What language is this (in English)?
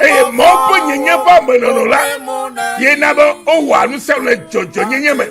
Ewe